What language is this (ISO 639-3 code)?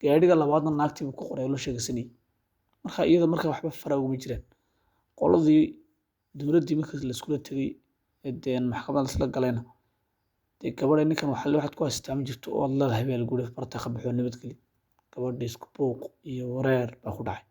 som